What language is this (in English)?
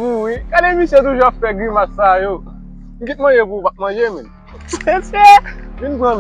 Haitian Creole